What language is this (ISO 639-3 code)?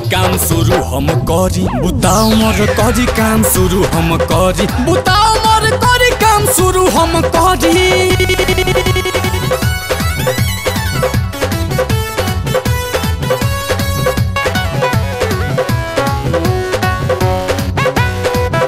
bho